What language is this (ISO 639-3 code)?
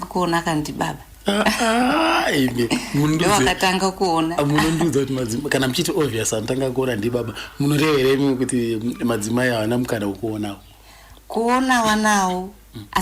sna